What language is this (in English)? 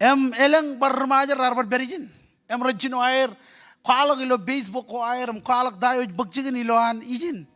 Marshallese